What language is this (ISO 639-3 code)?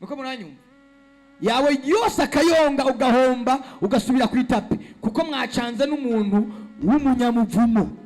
run